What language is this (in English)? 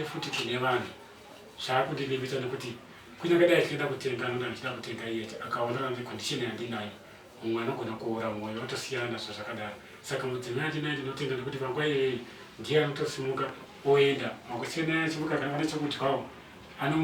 Shona